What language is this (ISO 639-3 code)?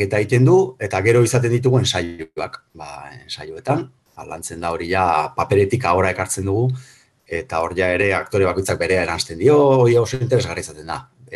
eus